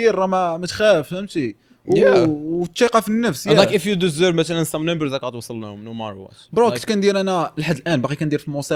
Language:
Moroccan Arabic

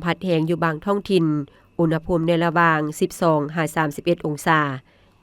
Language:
Lao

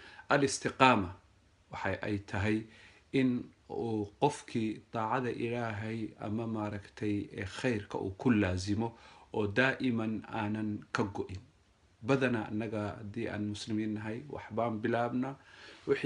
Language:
Somali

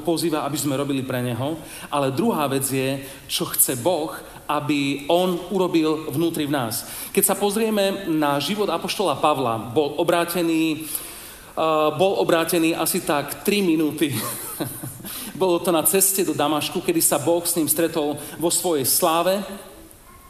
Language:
Slovak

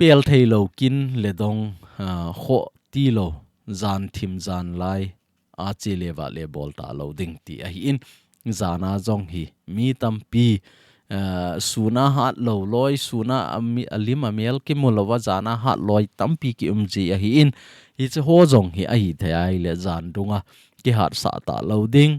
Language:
Thado Chin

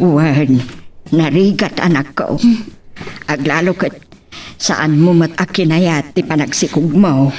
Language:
Iloko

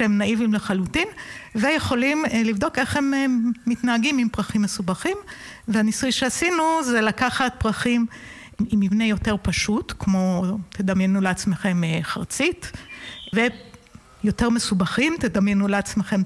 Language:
Hebrew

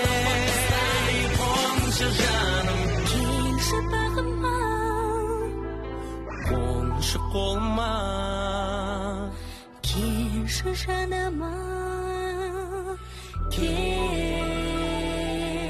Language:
Kazakh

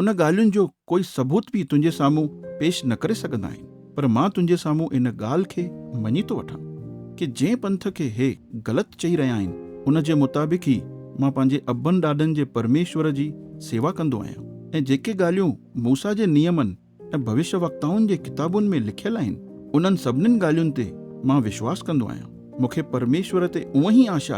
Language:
Sindhi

